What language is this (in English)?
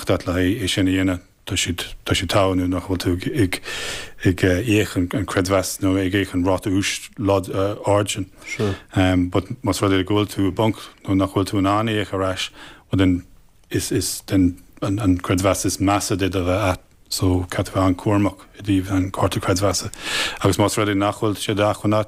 Irish